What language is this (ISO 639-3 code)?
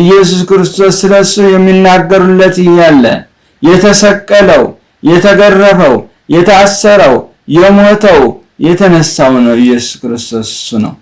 amh